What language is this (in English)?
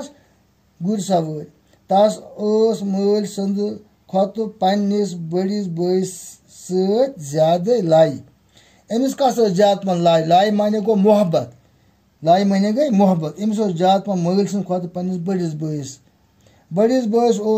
Kashmiri